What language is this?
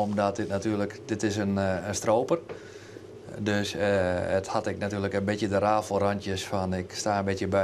Western Frisian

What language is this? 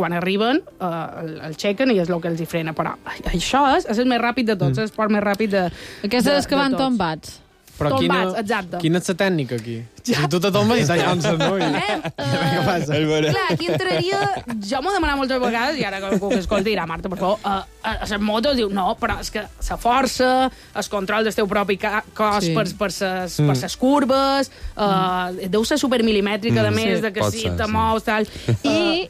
Catalan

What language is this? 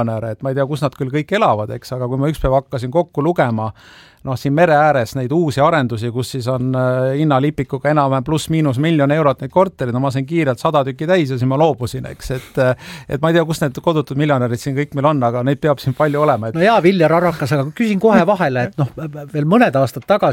Estonian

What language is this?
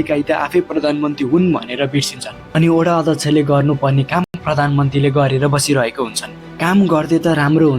Nepali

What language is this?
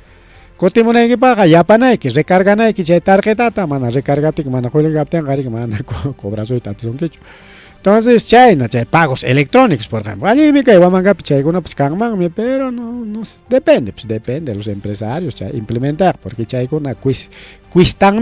Ayacucho Quechua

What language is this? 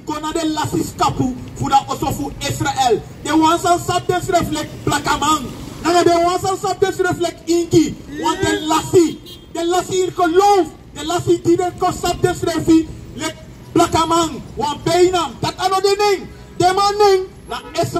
Sranan Tongo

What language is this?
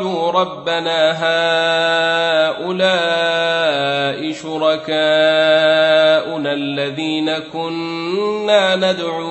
Arabic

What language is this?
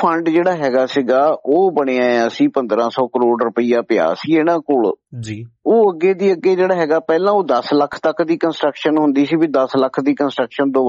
Punjabi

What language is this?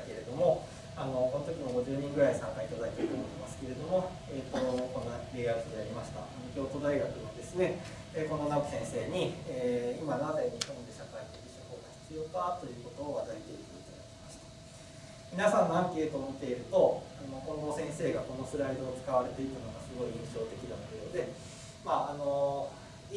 Japanese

